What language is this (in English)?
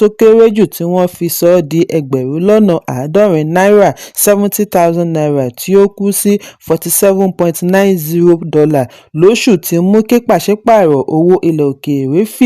Yoruba